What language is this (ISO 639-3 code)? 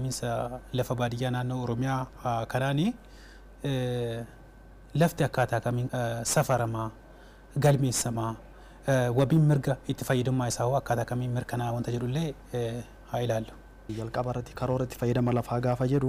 orm